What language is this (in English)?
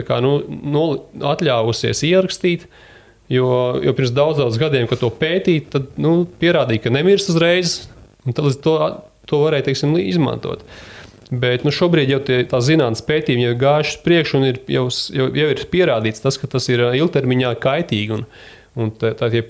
Latvian